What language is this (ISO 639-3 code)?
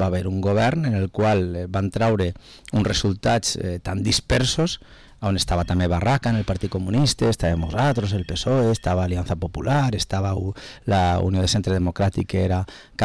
cat